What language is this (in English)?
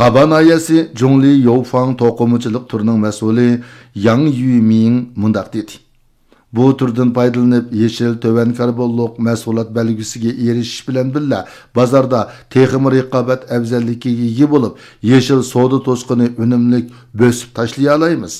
Uyghur